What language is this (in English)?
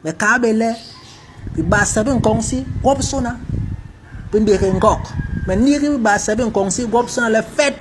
Basaa